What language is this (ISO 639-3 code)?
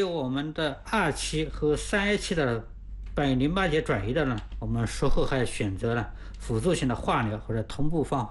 zho